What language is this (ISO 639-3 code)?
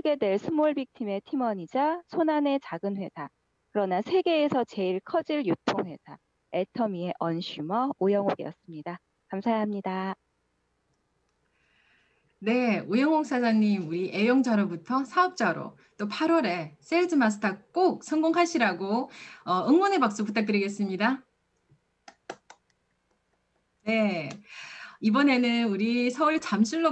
kor